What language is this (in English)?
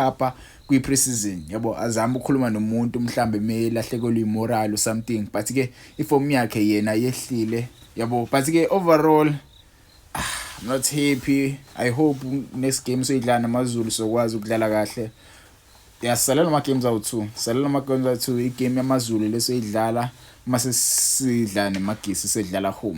Zulu